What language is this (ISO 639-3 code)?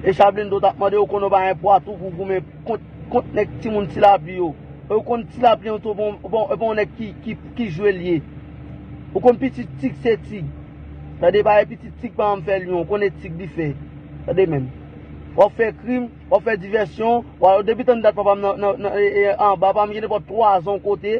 hat